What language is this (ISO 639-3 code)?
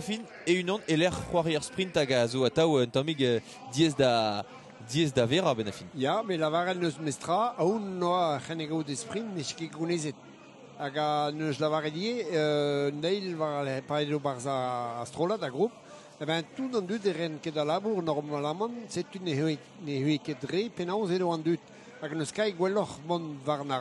bre